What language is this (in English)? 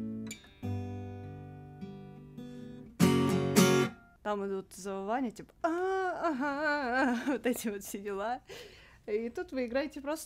Russian